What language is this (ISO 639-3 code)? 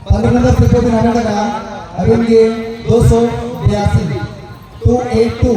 sat